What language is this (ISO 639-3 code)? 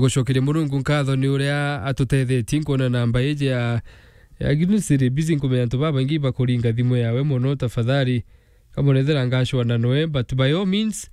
mer